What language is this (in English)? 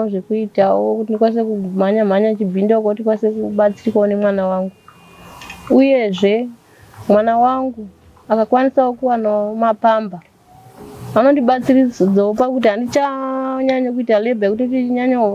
Shona